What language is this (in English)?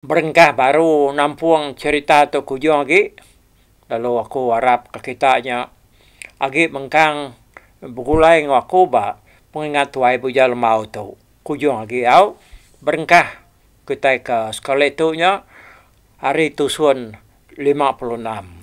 Iban